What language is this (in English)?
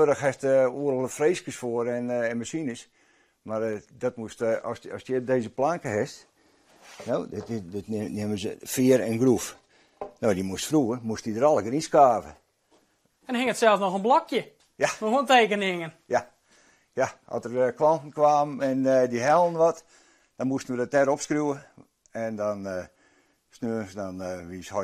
Western Frisian